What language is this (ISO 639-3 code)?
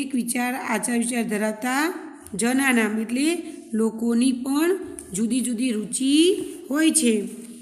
guj